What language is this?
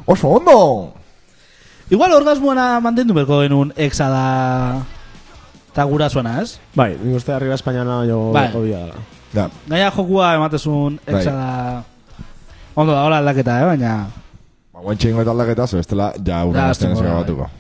Basque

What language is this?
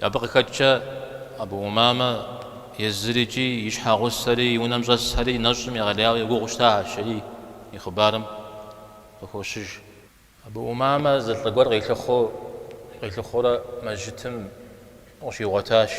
Kabardian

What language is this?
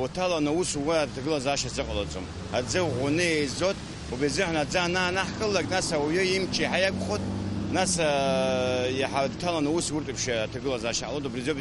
Abkhazian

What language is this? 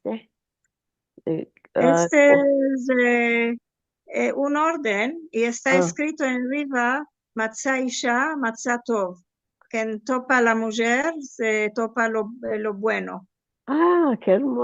Ladino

